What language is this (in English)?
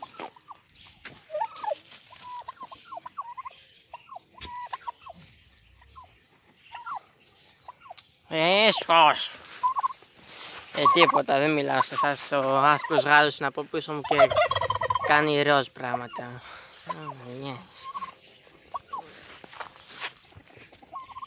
Greek